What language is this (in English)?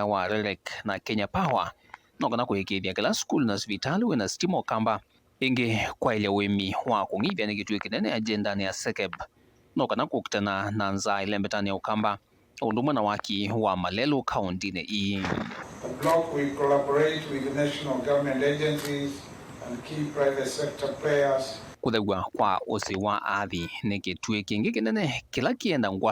Kamba